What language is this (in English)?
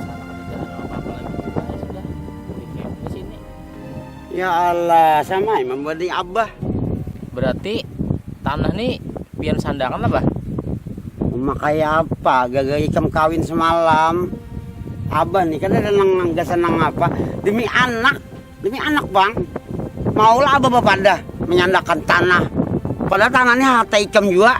Banjar